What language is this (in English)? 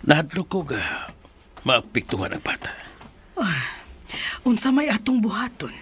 Cebuano